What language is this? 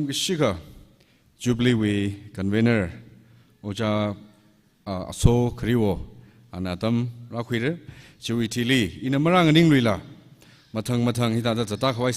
Tangkhul Naga (India)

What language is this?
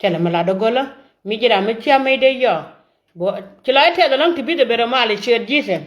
Nuer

